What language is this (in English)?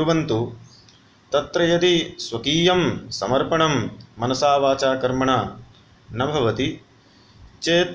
Sanskrit